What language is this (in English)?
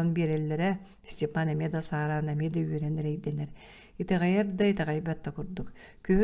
Yakut